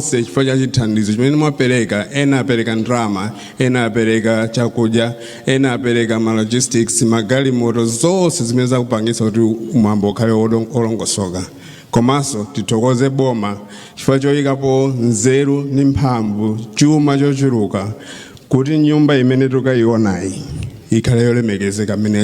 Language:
Nyanja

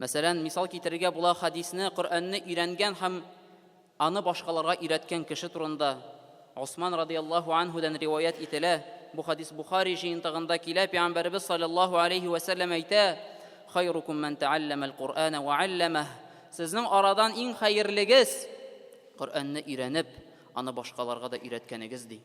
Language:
Tatar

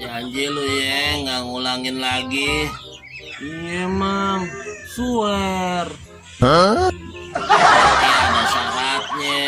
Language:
Betawi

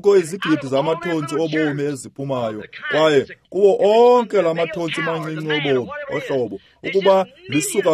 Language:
Xhosa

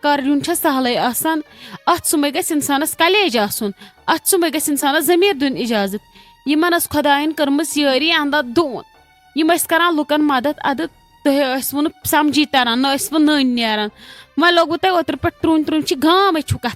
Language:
Kashmiri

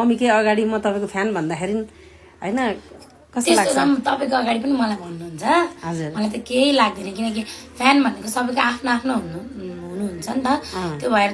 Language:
Nepali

